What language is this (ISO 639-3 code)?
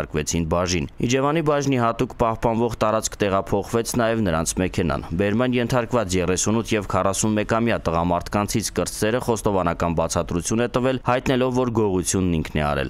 hye